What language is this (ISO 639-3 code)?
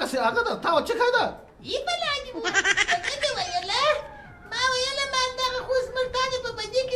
pus